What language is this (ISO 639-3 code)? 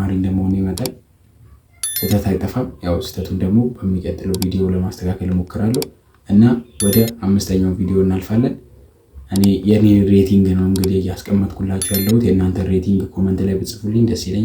amh